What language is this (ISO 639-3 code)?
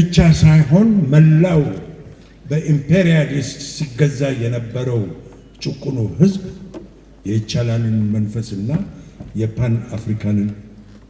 amh